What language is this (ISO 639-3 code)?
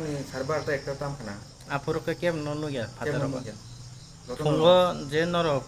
trp